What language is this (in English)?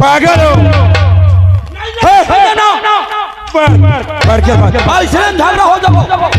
Chhattisgarhi